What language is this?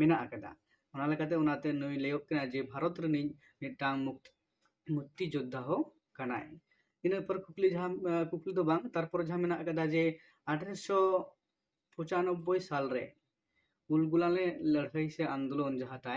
Santali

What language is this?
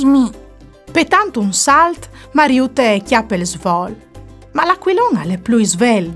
Friulian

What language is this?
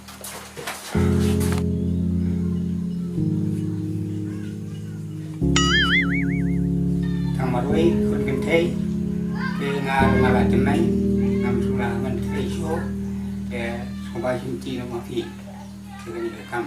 Khasi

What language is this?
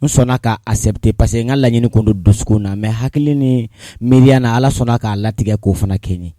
Bambara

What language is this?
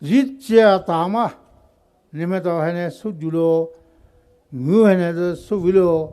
Poumei Naga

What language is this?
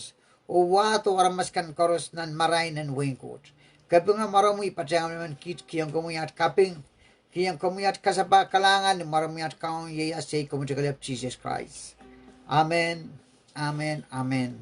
Pohnpeian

